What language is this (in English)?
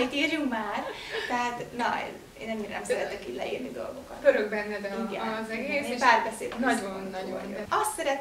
Hungarian